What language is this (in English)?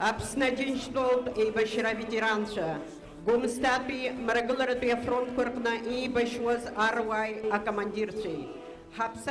Abkhazian